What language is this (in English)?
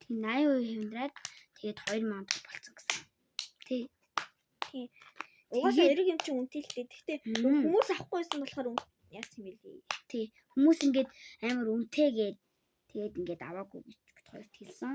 Mongolian